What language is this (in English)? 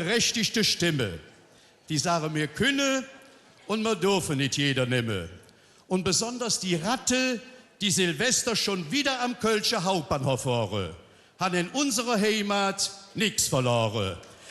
Colognian